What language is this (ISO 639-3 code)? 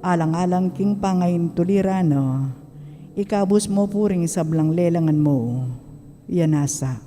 pam